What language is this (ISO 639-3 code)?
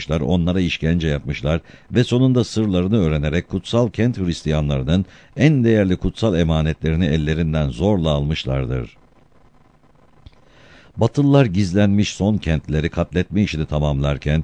tur